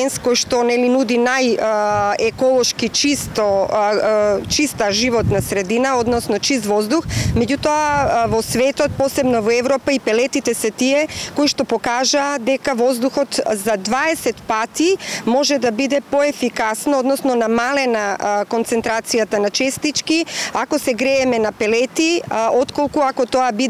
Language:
Macedonian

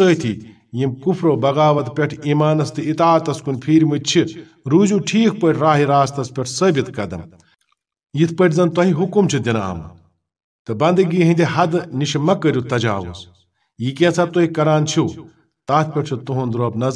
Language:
Kashmiri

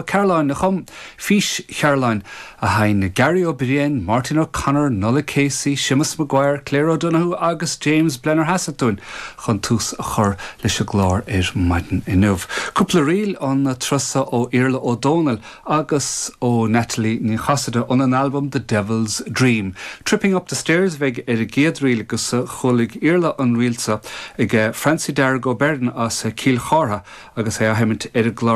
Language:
Irish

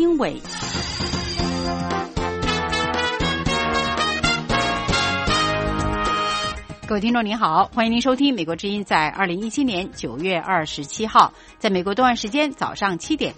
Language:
Chinese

